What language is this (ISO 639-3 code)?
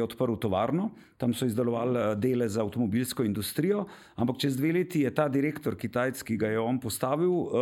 slv